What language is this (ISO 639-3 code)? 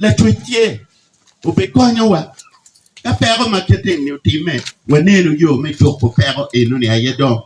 ach